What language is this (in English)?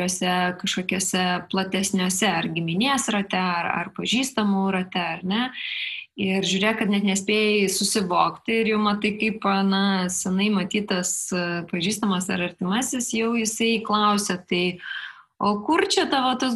Lithuanian